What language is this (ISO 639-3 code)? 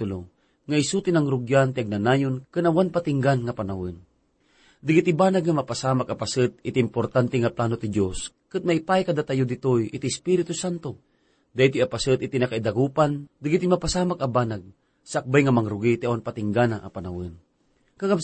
ilo